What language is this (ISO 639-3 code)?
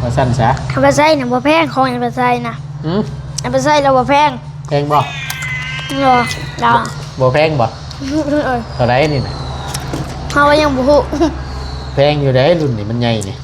tts